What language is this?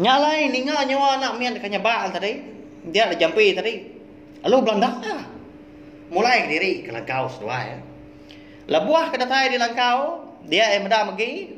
Iban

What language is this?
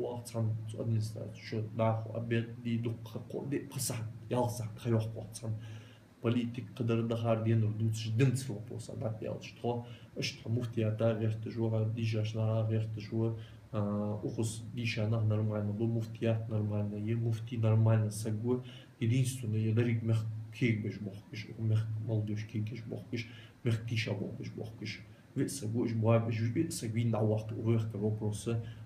Ingush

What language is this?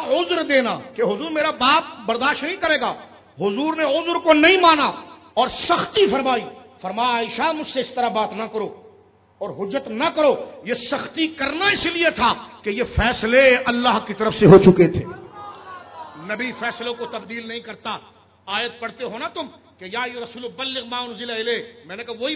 Urdu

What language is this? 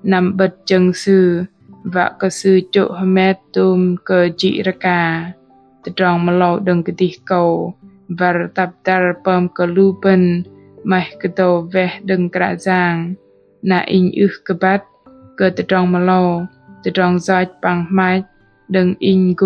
Bahnar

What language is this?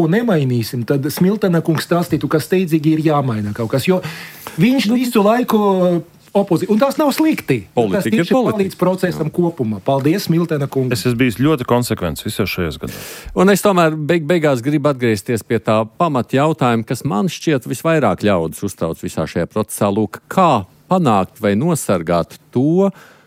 Latvian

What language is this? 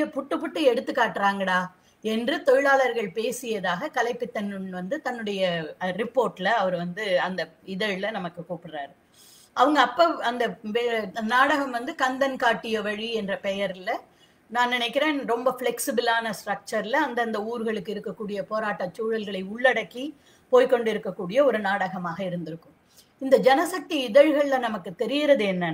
Tamil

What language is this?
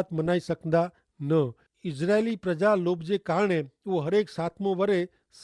Kachhi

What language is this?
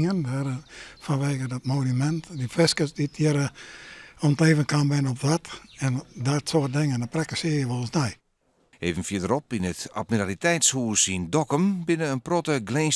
Western Frisian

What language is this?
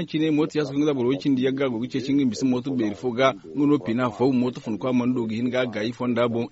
Zarma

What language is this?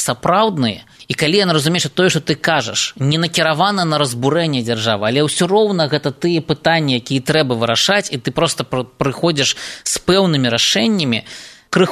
Belarusian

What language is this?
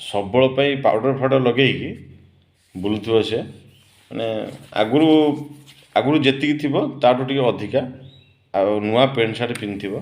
Odia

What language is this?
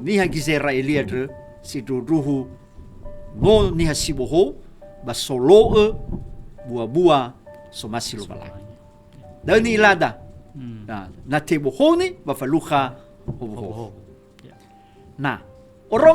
Nias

